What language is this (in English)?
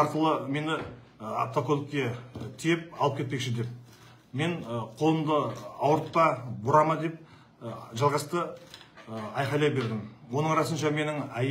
Kazakh